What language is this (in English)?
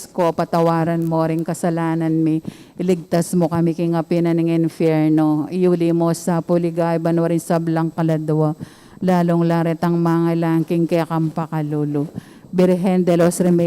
Pampanga